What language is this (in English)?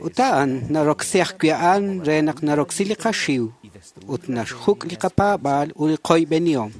Kekchí